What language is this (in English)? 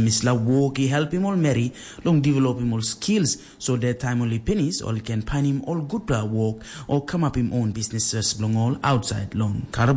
Tok Pisin